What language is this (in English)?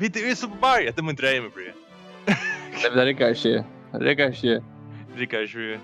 Faroese